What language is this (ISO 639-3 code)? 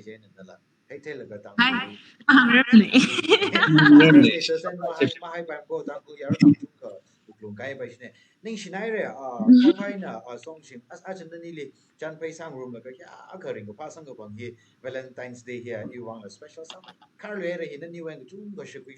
nmf